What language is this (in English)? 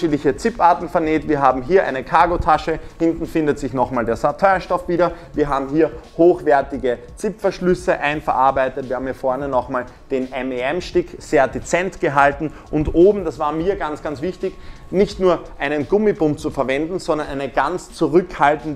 German